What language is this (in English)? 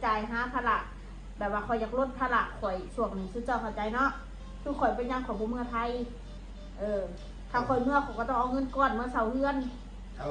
Northeastern Thai